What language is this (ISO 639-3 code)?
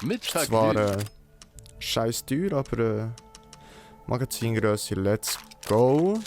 gsw